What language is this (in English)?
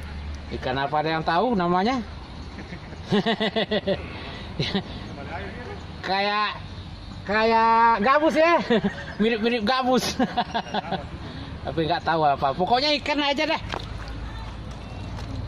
Indonesian